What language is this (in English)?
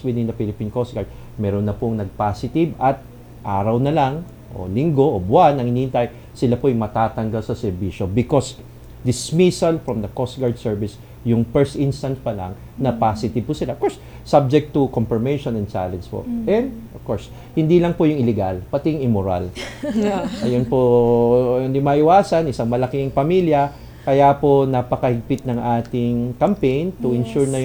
Filipino